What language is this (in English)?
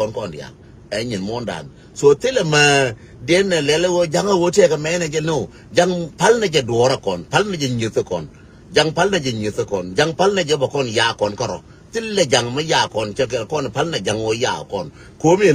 Nuer